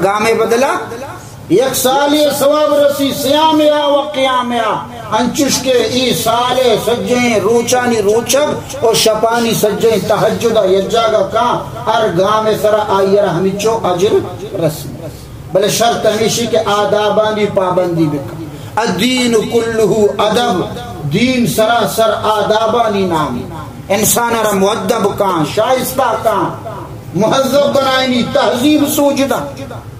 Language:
Baluchi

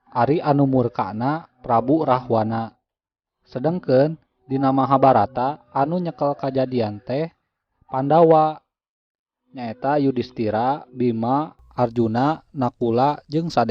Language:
Sundanese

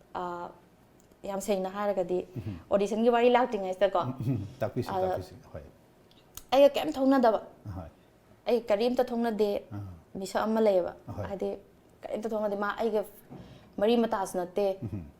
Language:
Manipuri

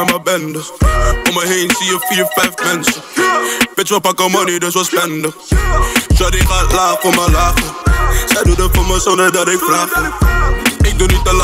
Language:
Dutch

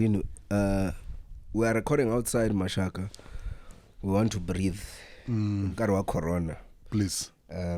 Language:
Tsonga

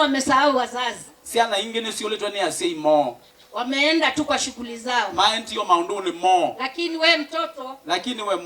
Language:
Kamba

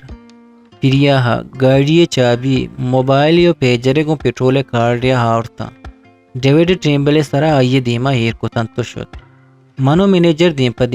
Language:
Eastern Balochi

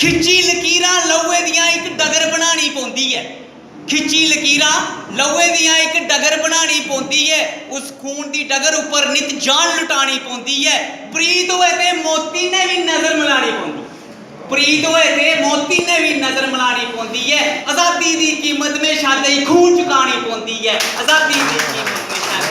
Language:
Dogri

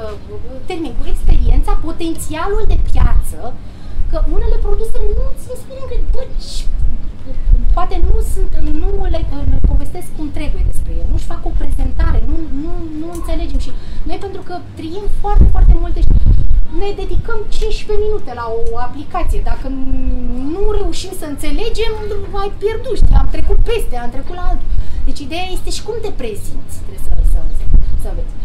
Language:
Romanian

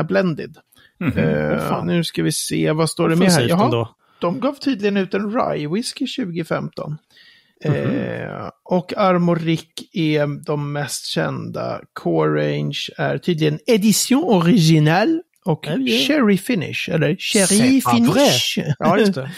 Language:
Swedish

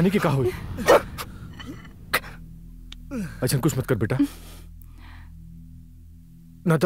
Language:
Bhojpuri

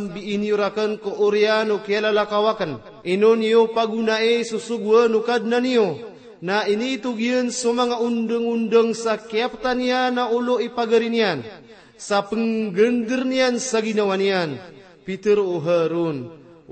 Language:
Maranao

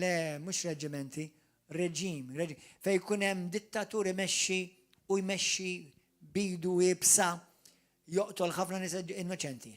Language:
Maltese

